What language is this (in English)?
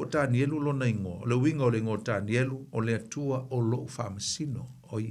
Samoan